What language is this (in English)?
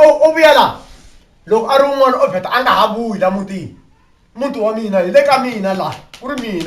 Tsonga